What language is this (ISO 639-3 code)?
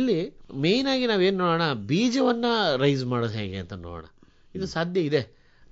kan